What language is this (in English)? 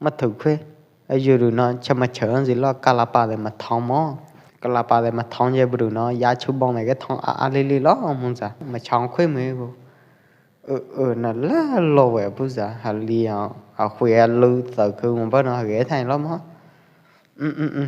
Pwo Eastern Karen